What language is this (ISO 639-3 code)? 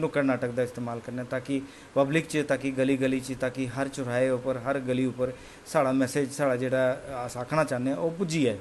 doi